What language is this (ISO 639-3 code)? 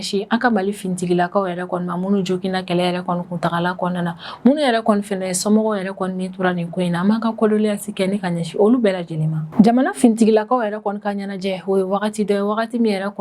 bam